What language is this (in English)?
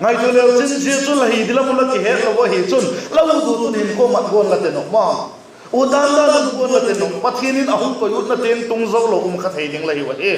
Vaiphei